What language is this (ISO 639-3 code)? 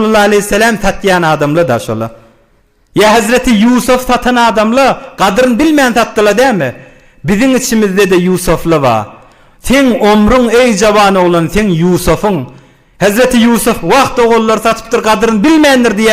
tuk